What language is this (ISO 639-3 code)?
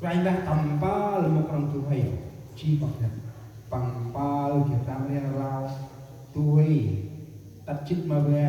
cmo